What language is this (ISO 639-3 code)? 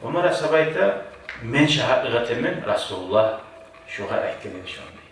kum